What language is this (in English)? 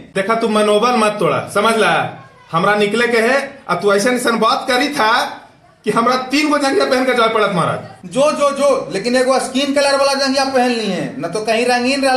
Magahi